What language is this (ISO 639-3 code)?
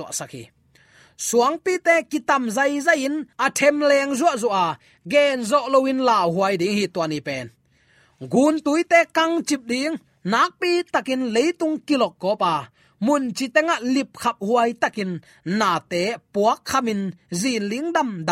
ctd